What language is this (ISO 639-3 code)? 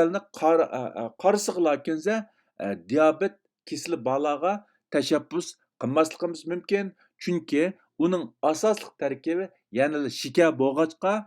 uig